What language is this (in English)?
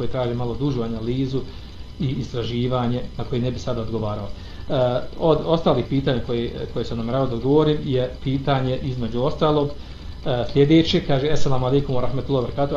Bosnian